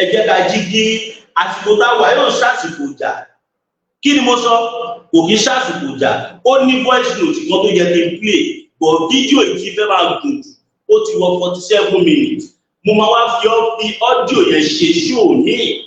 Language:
Yoruba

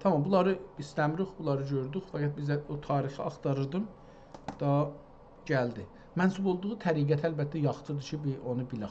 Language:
South Azerbaijani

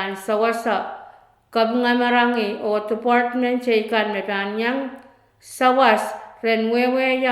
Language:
Pohnpeian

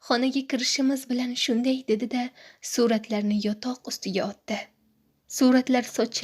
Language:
Uzbek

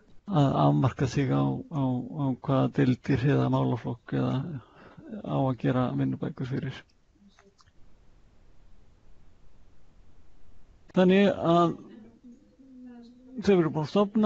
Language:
Icelandic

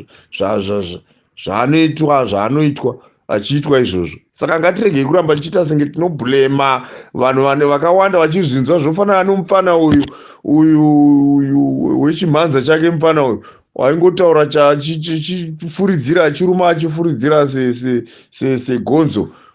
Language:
Shona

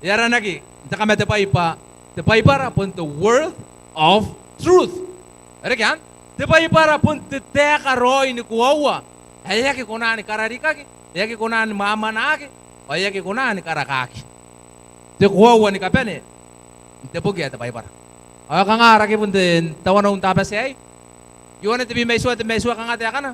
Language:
Gilbertese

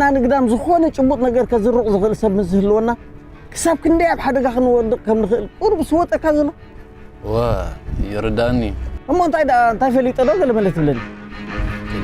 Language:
Tigrinya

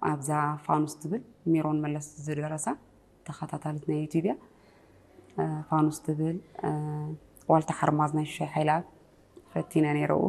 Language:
Tigrinya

